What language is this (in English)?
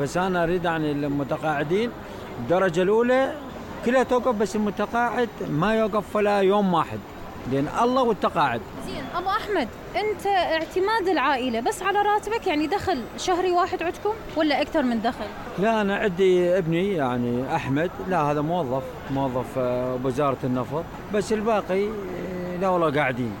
Mesopotamian Arabic